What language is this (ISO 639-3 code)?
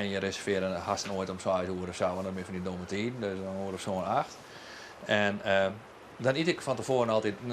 fry